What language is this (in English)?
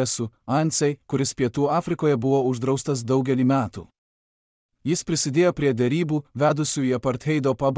Lithuanian